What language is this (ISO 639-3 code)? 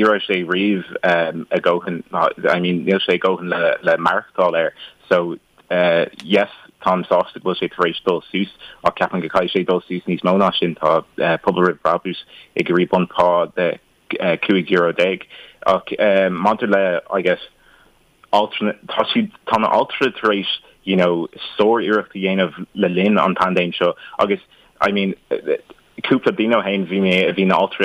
gle